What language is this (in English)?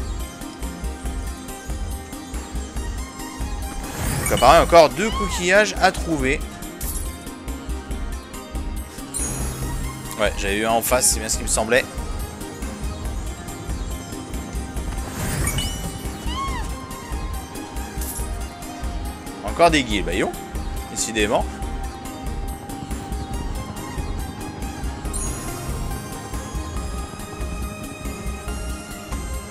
French